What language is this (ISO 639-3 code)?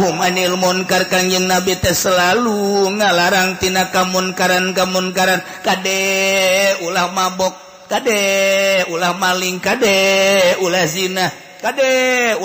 sun